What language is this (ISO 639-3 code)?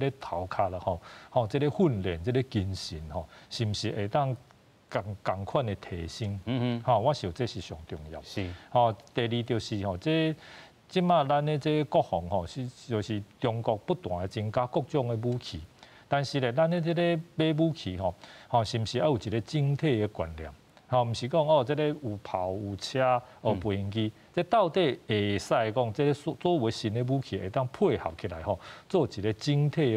nan